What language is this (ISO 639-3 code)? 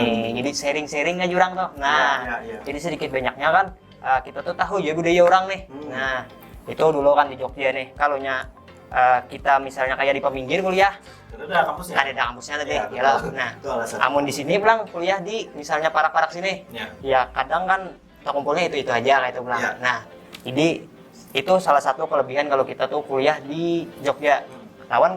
bjn